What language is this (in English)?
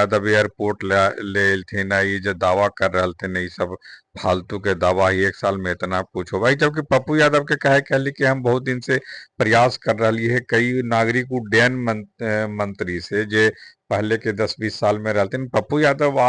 Magahi